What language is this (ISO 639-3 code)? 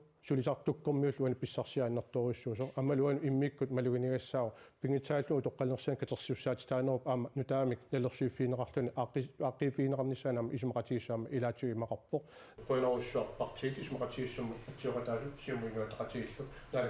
kal